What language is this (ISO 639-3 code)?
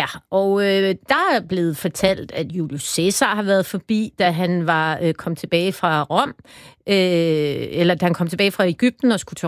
dan